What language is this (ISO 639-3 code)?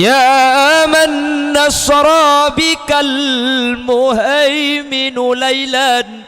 mad